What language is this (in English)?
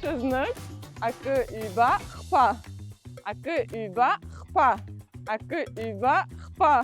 Abkhazian